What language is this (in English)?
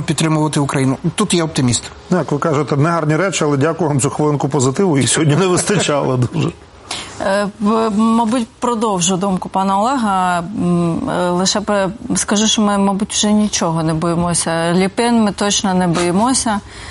Ukrainian